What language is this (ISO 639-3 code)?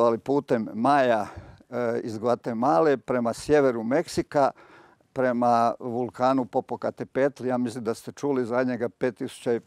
hrv